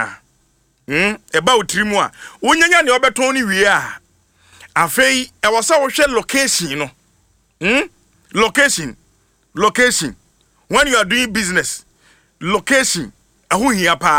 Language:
Akan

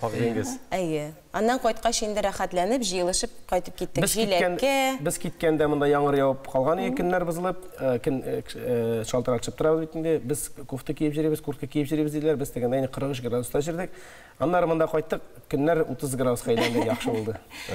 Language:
Tatar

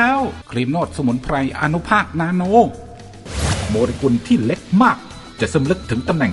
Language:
Thai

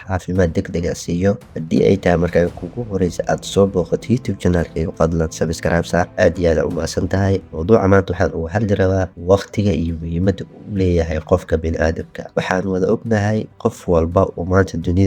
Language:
Somali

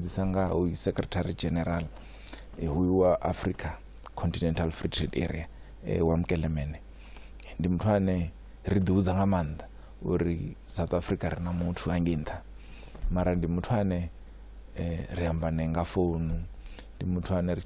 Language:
Venda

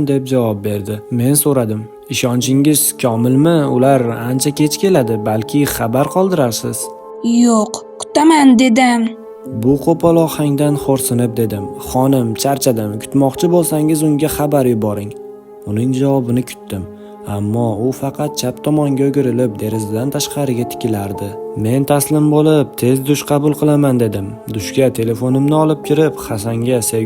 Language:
Uzbek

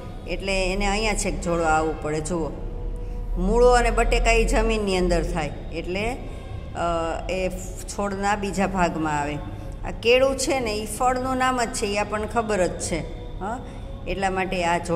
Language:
Gujarati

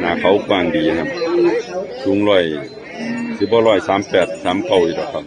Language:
Northeastern Thai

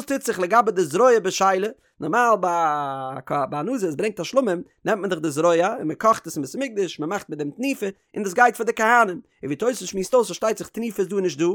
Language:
Yiddish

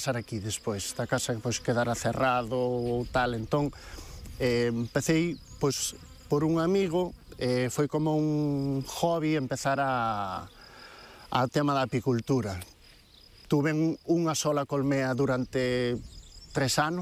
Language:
Galician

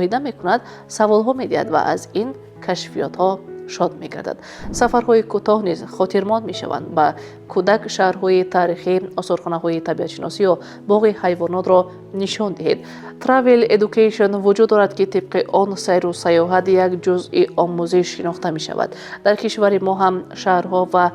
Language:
Tajik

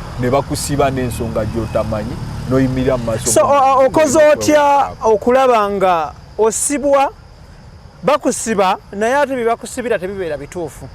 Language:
Ganda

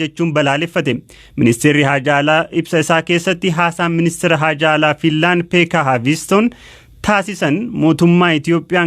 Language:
Oromo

